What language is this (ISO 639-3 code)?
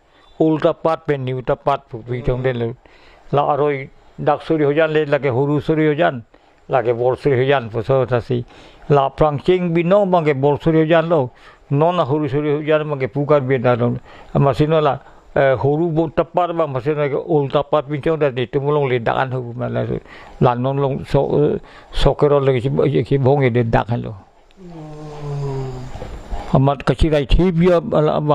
mjw